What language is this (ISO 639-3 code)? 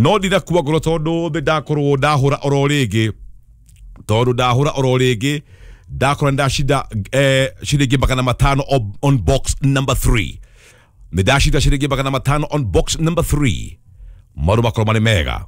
kik